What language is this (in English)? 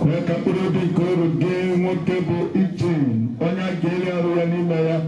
Igbo